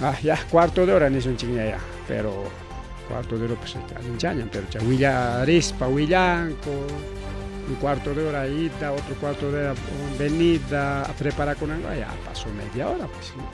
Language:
Ayacucho Quechua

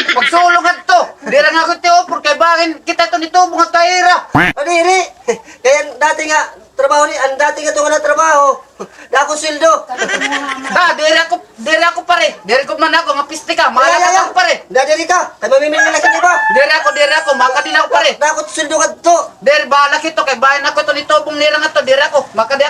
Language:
Waray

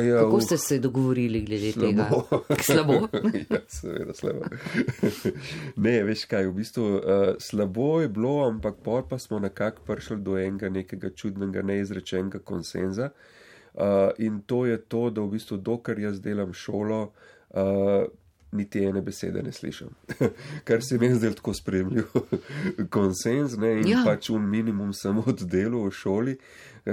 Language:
Slovenian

